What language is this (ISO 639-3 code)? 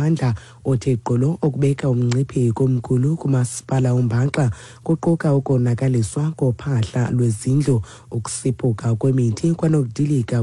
xho